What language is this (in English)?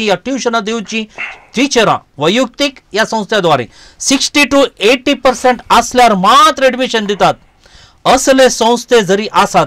Konkani